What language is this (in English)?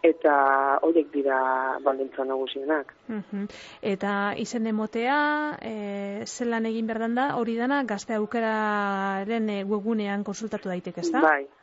Basque